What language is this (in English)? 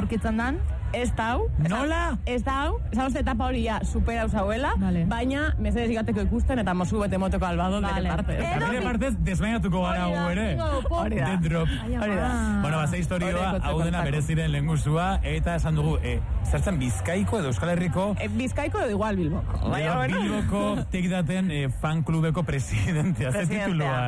Basque